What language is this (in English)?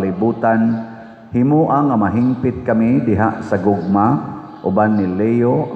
Cebuano